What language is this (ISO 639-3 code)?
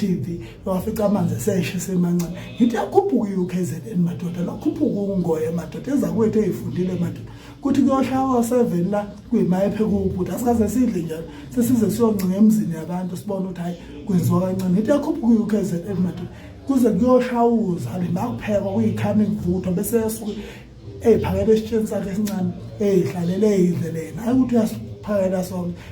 zul